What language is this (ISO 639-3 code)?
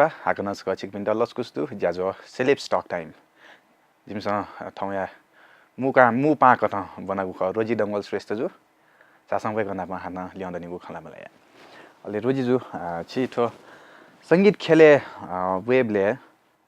new